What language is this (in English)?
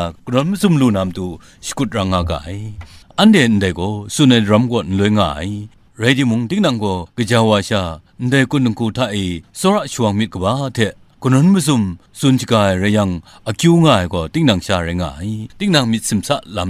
Kachin